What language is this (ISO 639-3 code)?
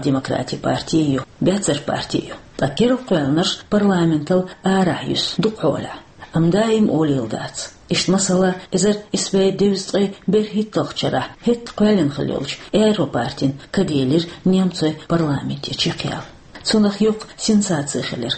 che